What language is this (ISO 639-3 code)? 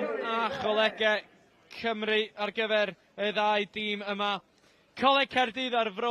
cym